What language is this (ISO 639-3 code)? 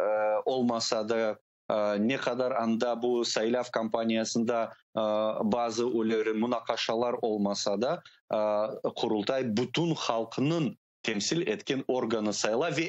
crh